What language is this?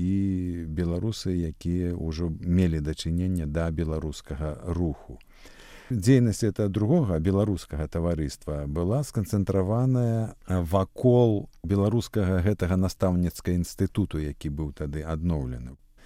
Belarusian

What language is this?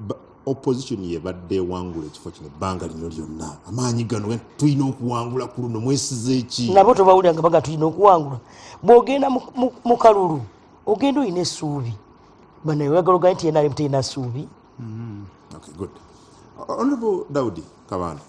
Ganda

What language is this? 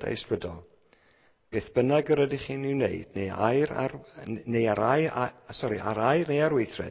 Welsh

